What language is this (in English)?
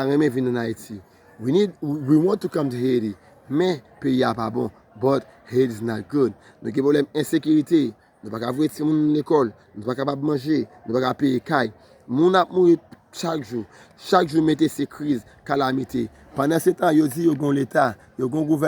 Haitian Creole